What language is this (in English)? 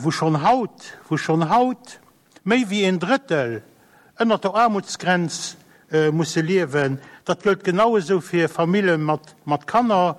Luxembourgish